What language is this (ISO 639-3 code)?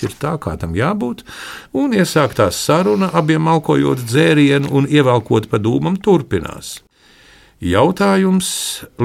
lav